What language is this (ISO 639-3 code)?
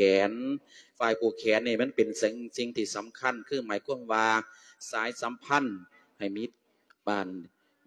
lao